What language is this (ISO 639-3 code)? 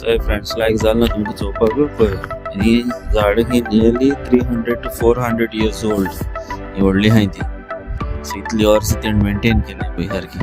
kok